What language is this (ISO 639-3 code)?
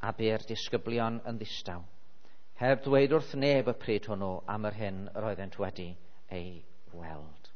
cym